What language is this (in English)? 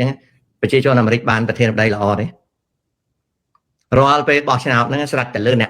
Khmer